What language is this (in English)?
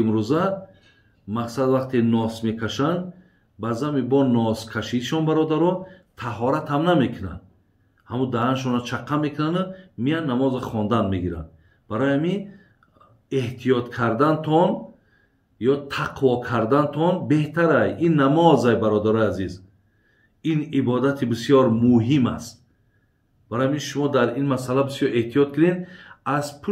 Tajik